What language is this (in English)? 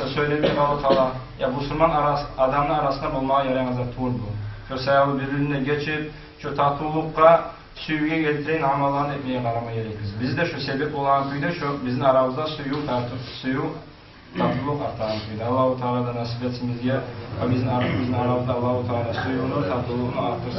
Kumyk